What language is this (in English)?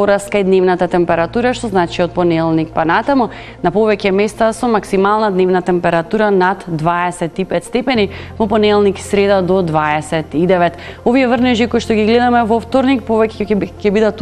Macedonian